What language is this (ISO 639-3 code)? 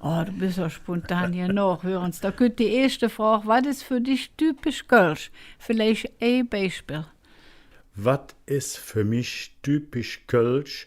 ksh